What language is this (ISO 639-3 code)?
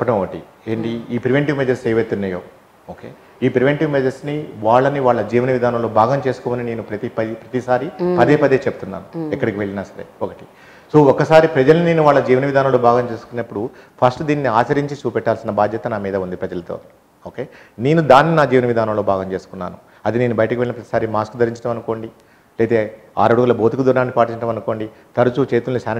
tel